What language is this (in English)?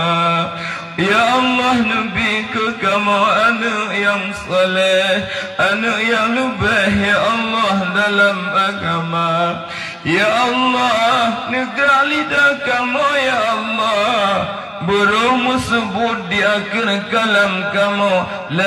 Achinese